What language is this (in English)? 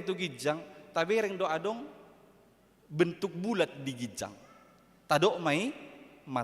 Batak Toba